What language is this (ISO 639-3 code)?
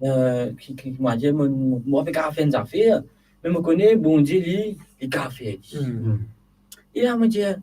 mfe